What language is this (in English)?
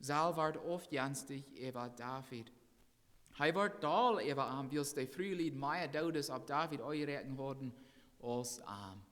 Plautdietsch